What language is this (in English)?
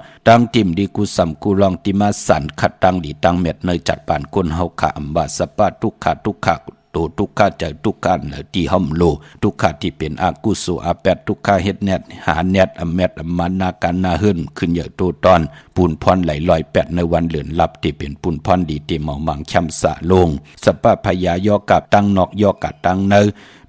Shan